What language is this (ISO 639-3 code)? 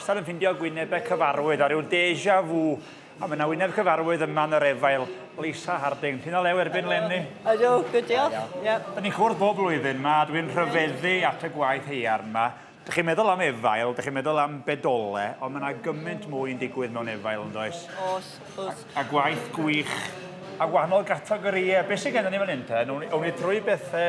cym